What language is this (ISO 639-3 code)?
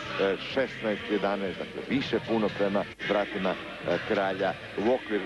hrv